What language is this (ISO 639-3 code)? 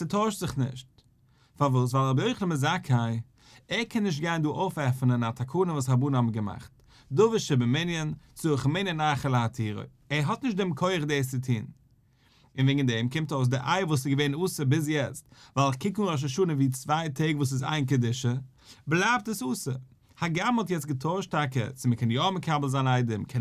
yid